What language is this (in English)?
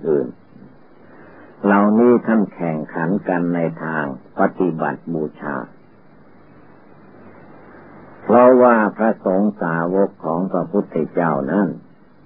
Thai